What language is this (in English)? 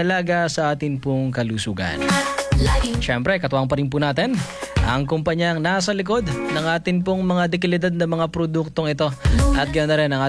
Filipino